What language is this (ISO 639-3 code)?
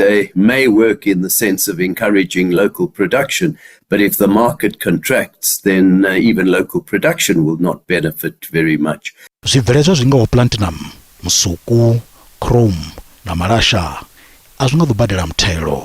ven